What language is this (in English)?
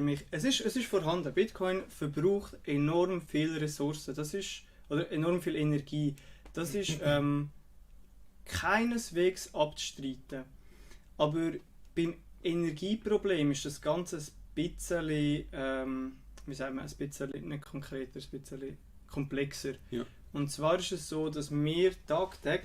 Swiss German